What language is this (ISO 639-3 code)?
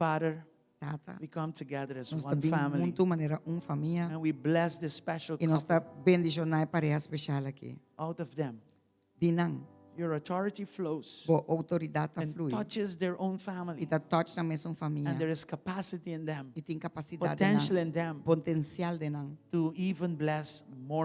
pap